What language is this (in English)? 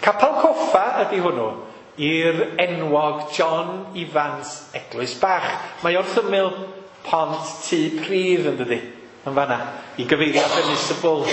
Welsh